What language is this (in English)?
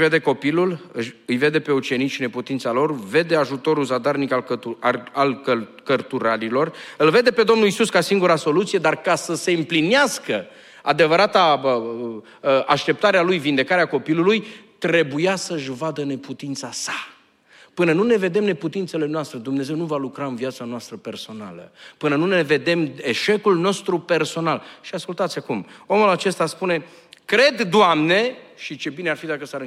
Romanian